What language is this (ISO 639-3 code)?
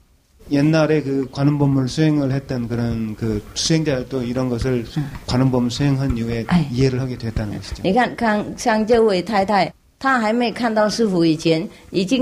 kor